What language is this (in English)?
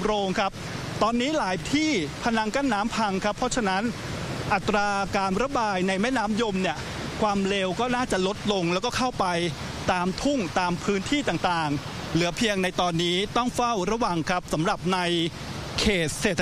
Thai